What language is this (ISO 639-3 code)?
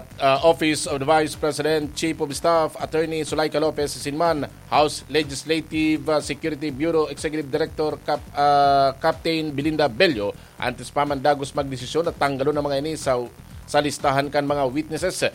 bik